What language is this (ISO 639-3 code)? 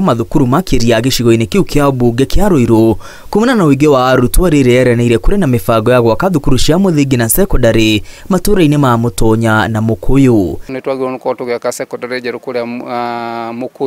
kik